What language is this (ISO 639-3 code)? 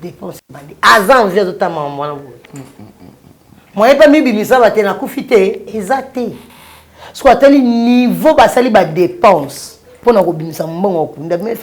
lin